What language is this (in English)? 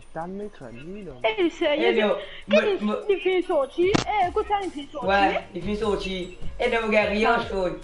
Morisyen